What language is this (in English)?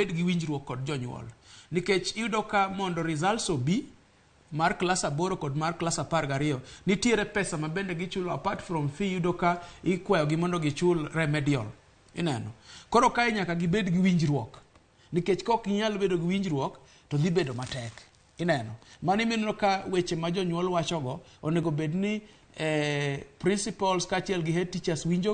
Luo (Kenya and Tanzania)